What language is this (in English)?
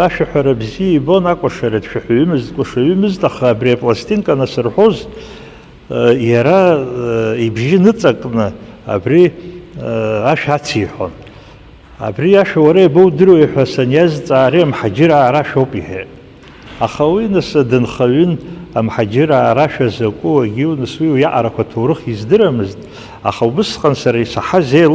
Abkhazian